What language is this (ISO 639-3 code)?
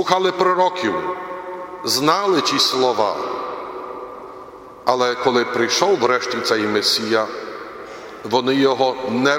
ukr